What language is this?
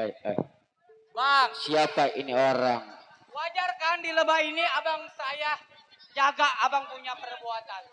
Betawi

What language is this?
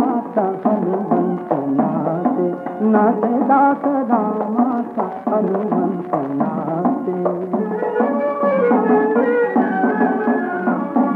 Marathi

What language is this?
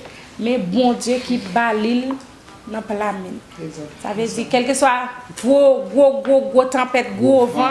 Haitian Creole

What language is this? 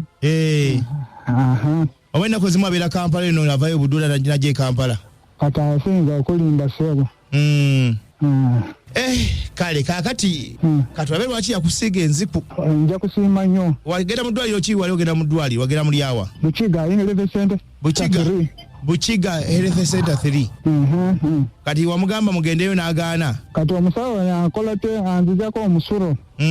Ganda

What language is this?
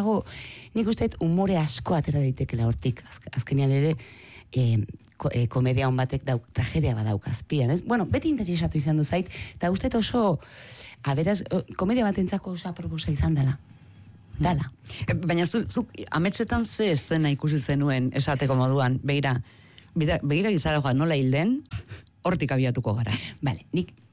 Basque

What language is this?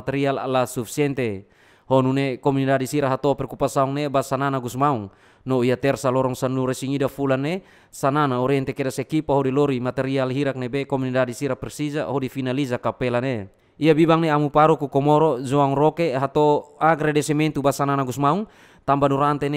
Tetum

